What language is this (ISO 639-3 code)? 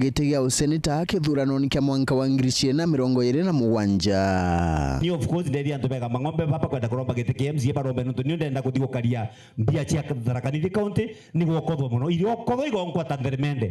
mer